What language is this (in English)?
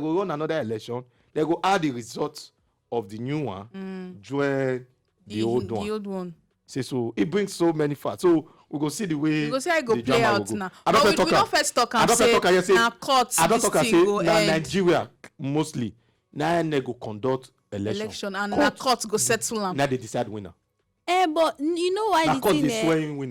Nigerian Pidgin